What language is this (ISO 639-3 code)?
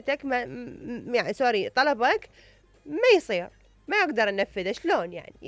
acm